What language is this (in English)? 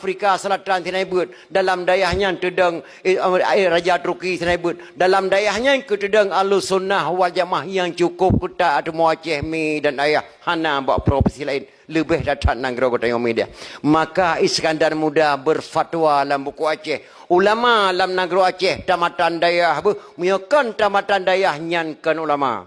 Achinese